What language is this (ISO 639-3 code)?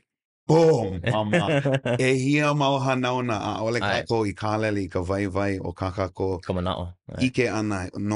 haw